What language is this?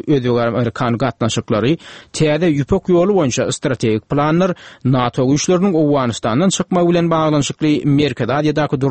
Turkmen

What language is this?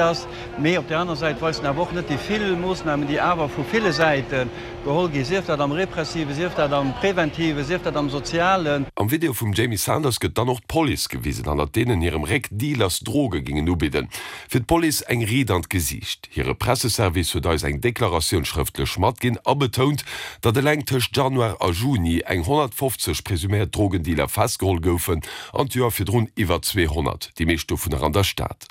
Luxembourgish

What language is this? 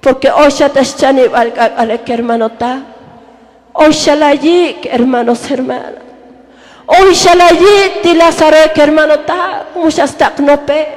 Tzotzil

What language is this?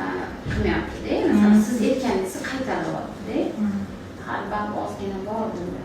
Uzbek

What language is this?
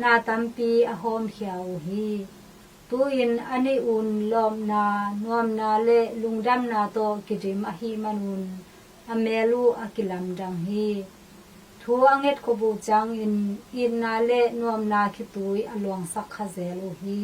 Tedim Chin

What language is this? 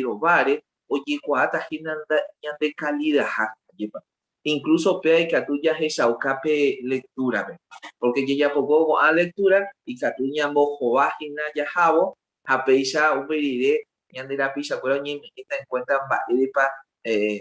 Guarani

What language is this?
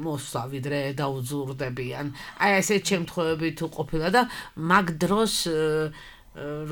Georgian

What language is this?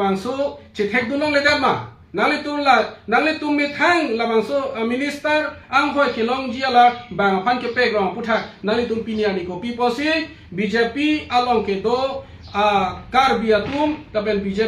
Karbi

